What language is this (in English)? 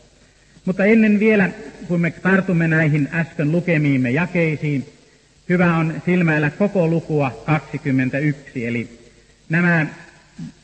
Finnish